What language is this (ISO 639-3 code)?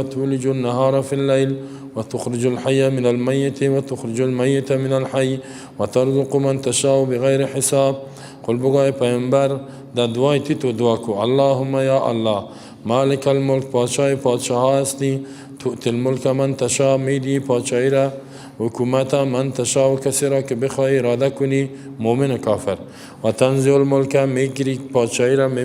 fas